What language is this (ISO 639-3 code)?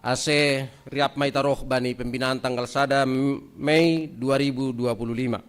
bts